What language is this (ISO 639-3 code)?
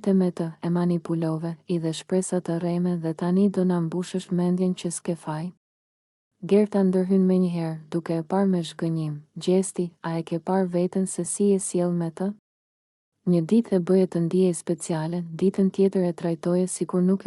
sqi